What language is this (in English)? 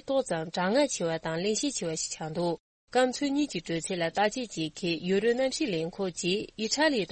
Tibetan